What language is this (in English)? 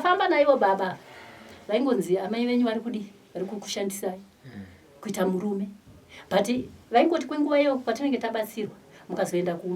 Shona